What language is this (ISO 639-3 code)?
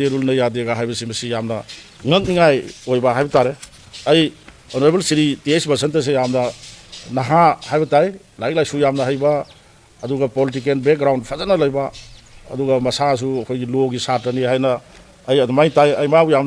mni